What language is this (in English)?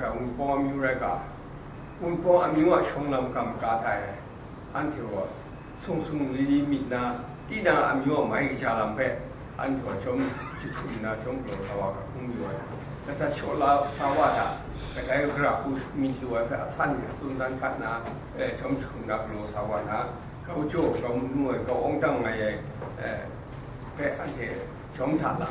Kachin